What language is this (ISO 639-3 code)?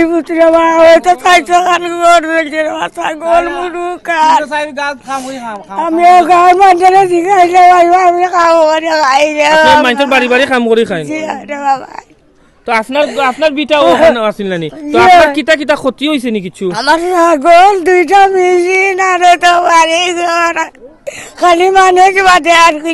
syl